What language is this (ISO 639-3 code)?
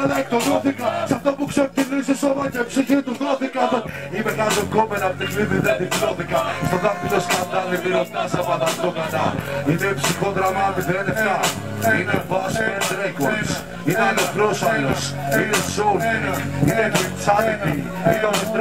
ell